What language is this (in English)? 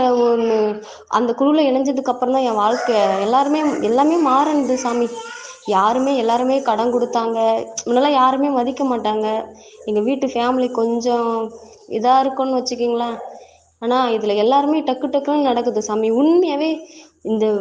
Tamil